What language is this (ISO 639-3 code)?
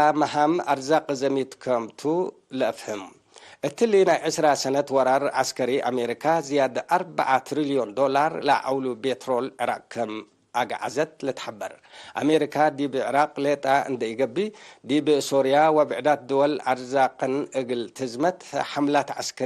tig